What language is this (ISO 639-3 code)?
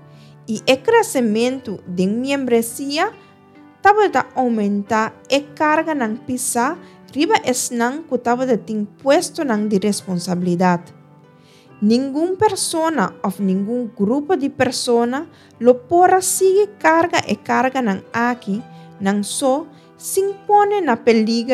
pap